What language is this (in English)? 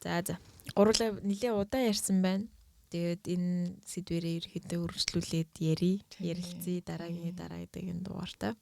Mongolian